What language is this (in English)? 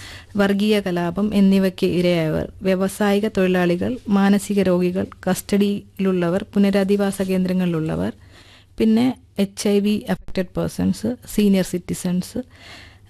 Malayalam